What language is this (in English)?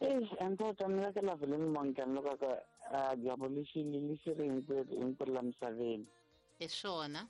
Tsonga